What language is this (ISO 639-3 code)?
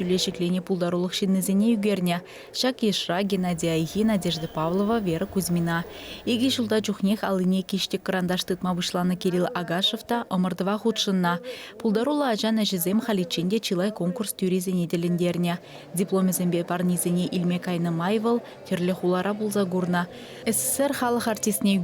chv